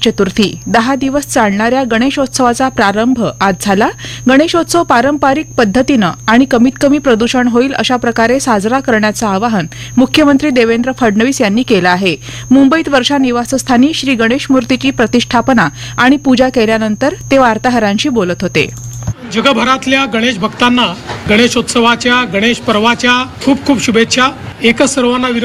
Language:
Marathi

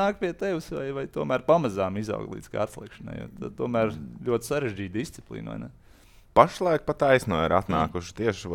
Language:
Latvian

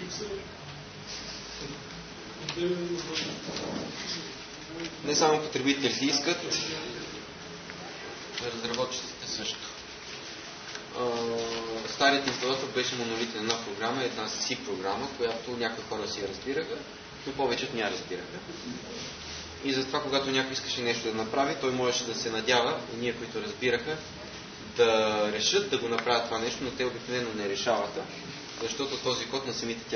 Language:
Bulgarian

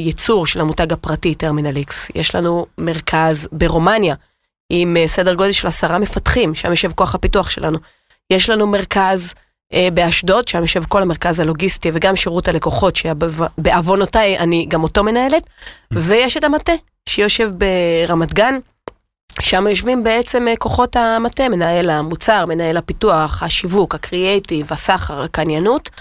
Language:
Hebrew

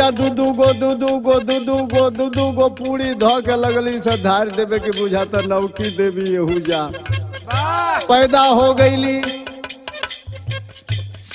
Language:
Bhojpuri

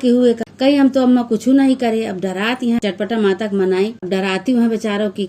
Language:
Awadhi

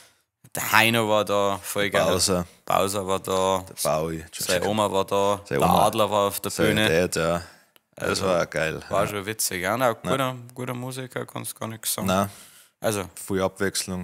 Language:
Bavarian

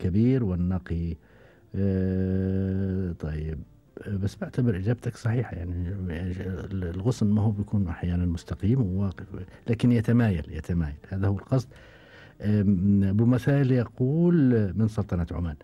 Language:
Gulf Arabic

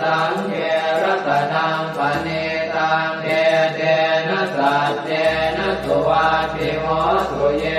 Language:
Pali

